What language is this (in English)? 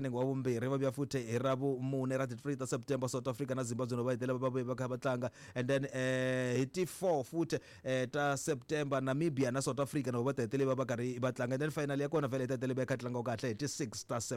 Tsonga